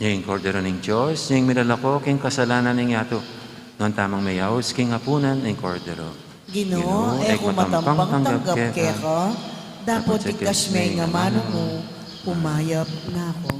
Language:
Pampanga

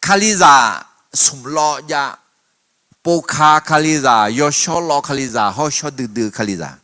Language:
Akha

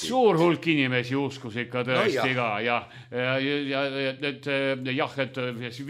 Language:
Estonian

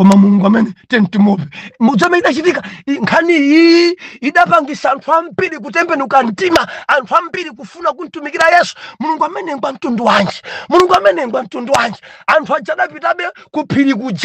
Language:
Nyanja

